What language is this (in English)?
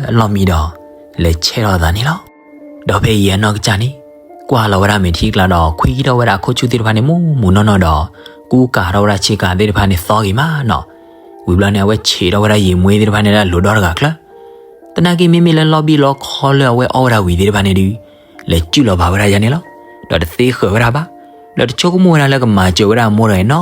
S'gaw Karen